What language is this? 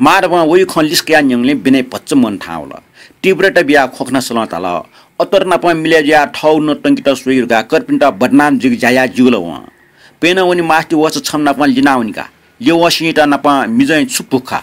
Newari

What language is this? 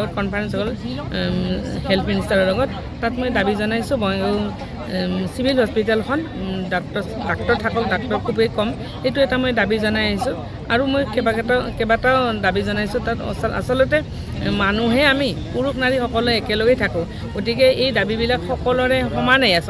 Assamese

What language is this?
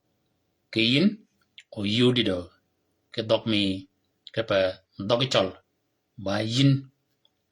Shilluk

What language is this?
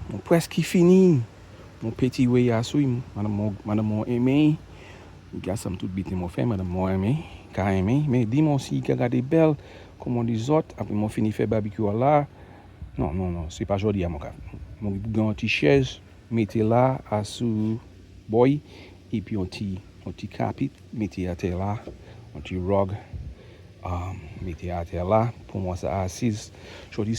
Saint Lucian Creole French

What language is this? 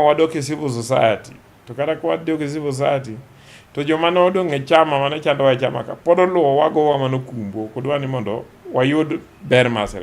Luo (Kenya and Tanzania)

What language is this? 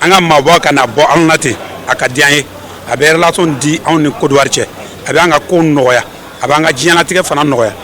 Bambara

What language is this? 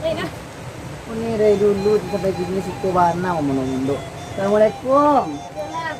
Minangkabau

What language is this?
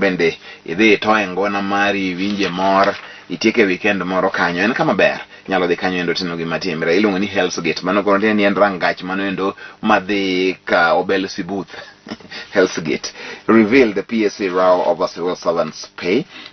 Luo (Kenya and Tanzania)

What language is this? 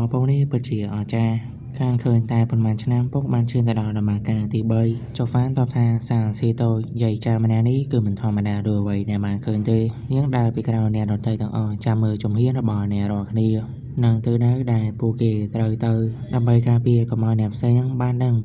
Khmer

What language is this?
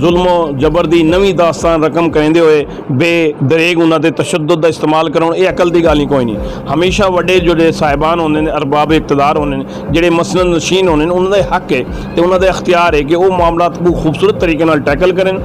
Saraiki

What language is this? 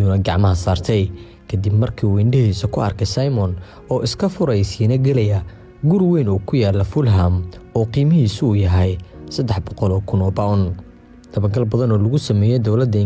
Somali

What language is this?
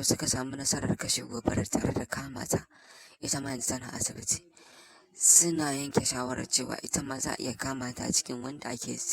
Hausa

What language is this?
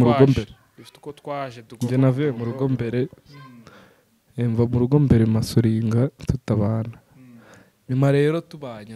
Kinyarwanda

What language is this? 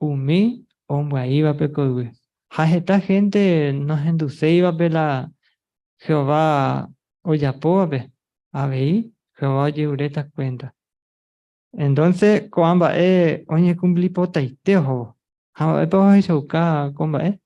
Guarani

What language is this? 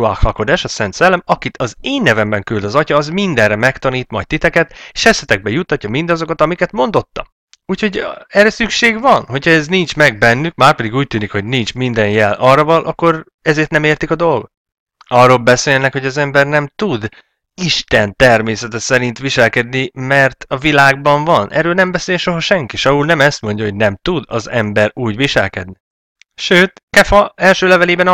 Hungarian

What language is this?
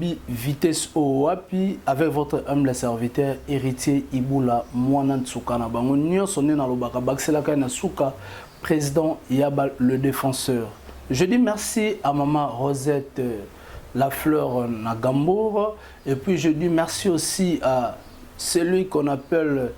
Lingala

